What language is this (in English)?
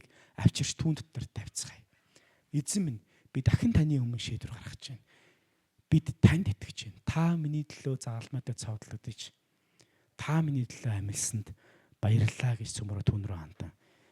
Mongolian